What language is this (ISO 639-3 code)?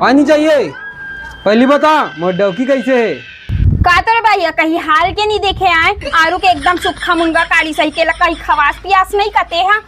hne